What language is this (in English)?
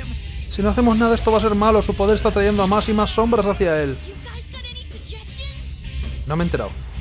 Spanish